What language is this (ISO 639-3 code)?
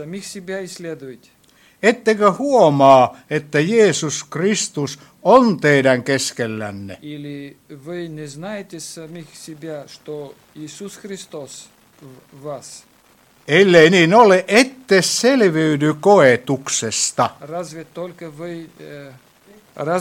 fin